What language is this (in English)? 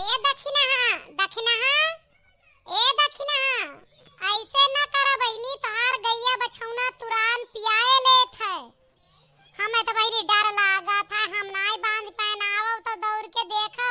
Awadhi